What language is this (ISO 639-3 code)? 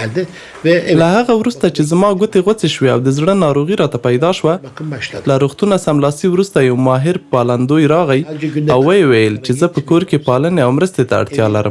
pus